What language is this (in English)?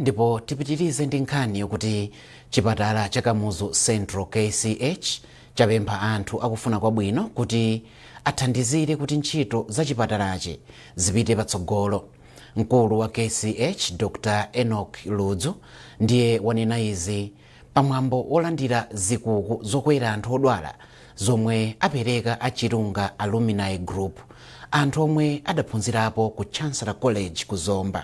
Nyanja